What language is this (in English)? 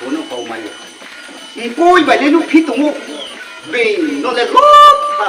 Riang (India)